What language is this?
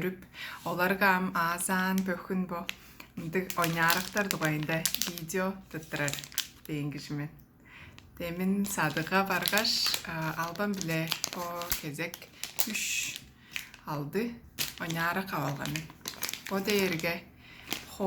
Tuvinian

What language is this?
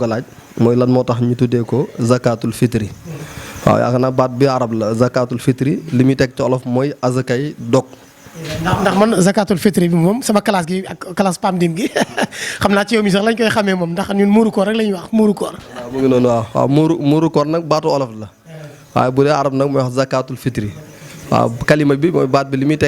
Wolof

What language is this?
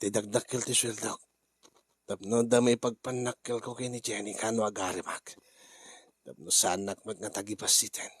Iloko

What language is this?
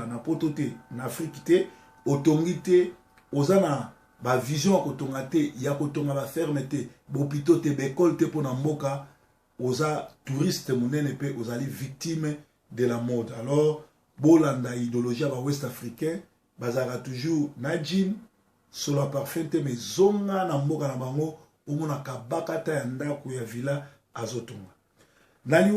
Lingala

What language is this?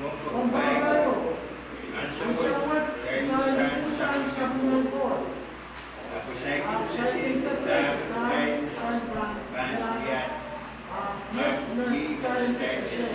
Pohnpeian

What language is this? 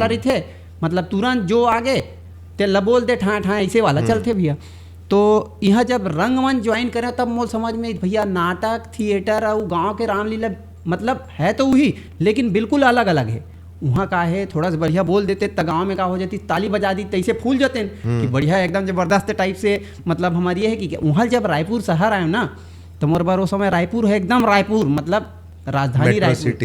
Chhattisgarhi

